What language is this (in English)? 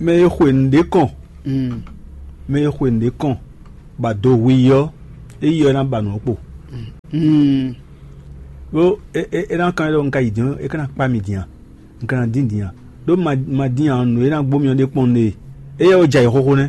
Fon